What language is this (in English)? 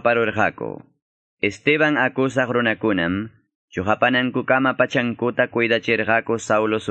Quechua